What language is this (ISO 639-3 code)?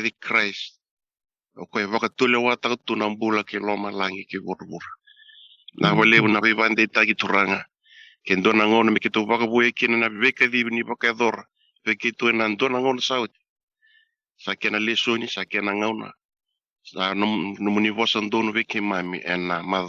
fij